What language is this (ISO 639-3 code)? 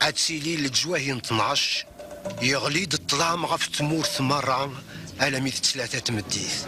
kab